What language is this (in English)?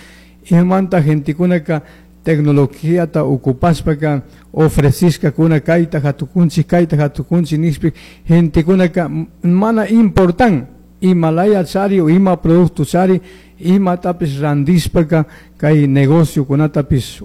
Chimborazo Highland Quichua